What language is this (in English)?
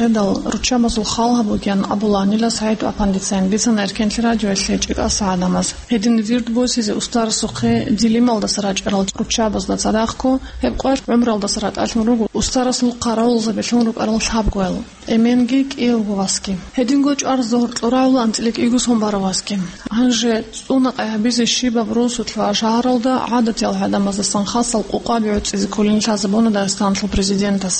Avaric